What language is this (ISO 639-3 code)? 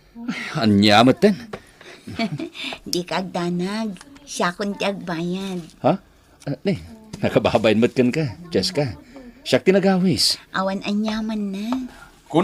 ilo